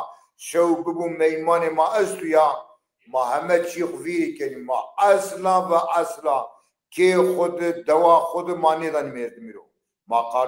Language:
Zaza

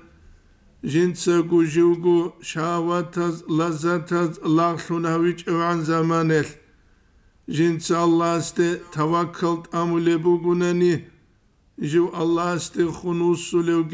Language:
Avaric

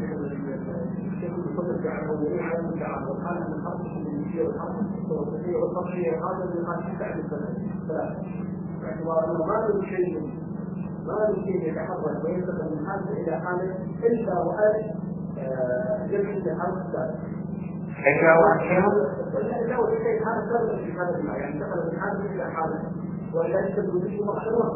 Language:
Arabic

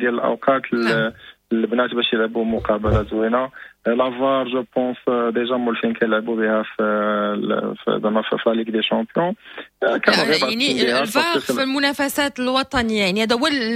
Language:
Moroccan Arabic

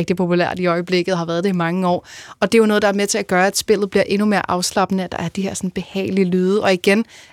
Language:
Danish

